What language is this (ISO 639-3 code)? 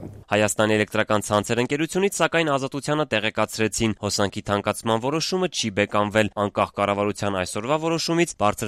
hye